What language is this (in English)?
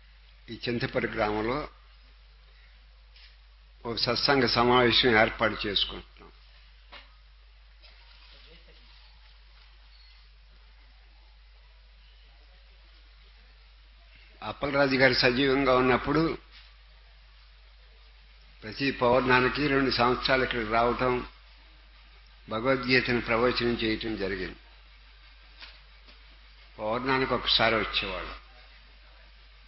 Telugu